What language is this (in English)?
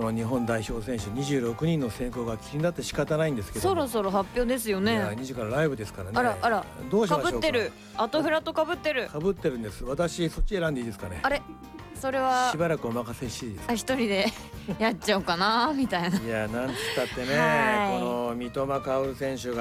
Japanese